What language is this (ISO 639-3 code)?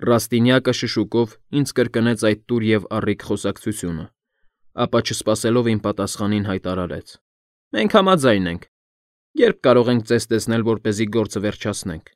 hye